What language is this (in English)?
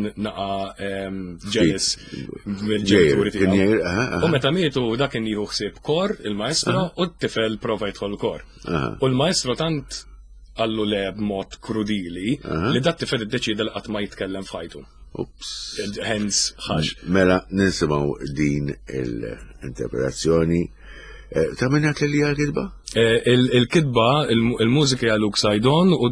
Maltese